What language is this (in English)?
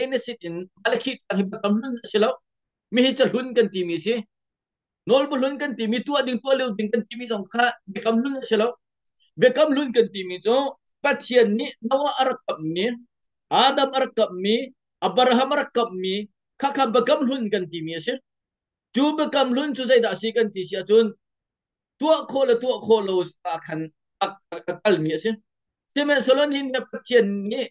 Hakha Chin